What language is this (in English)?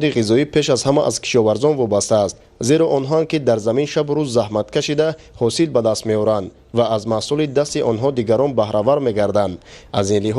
Tajik